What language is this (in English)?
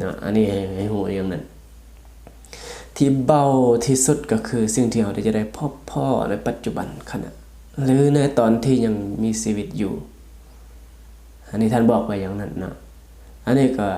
Lao